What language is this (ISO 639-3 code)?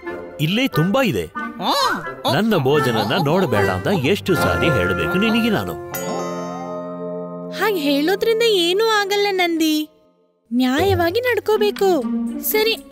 kan